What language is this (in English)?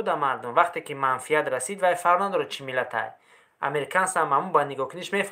Tajik